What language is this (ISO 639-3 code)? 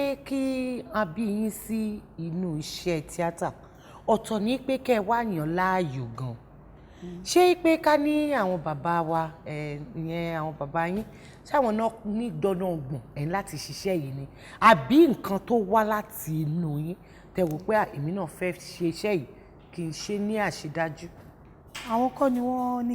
yor